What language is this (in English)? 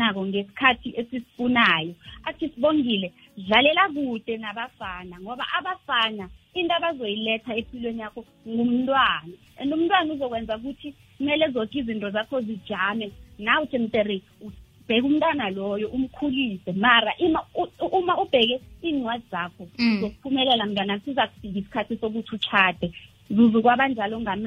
South Ndebele